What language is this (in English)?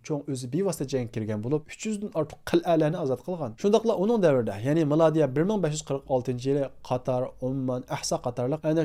Uyghur